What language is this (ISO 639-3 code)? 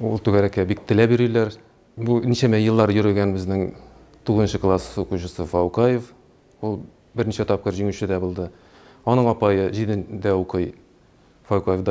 tat